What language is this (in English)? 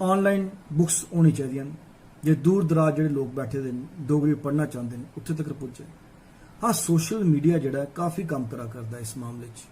Dogri